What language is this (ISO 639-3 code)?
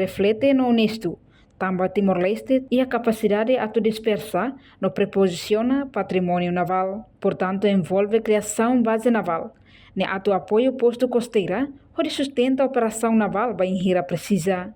tet